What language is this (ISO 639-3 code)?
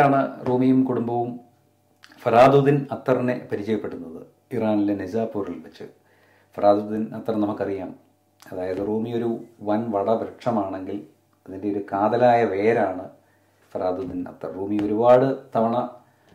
mal